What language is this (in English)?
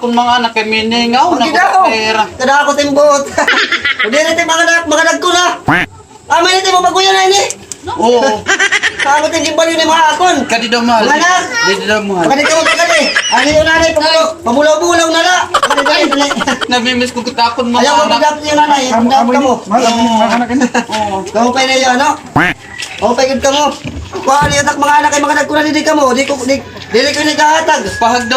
Waray